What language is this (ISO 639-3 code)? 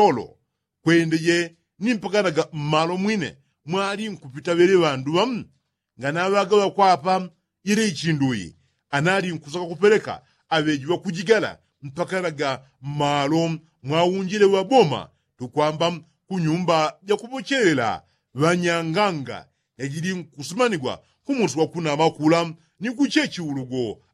yao